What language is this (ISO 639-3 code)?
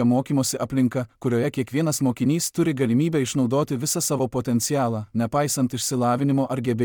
lit